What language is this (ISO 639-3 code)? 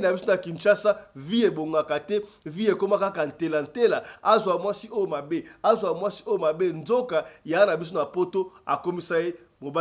lin